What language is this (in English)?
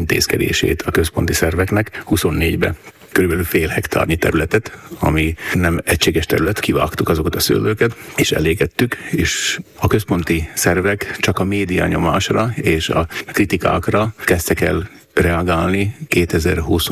Hungarian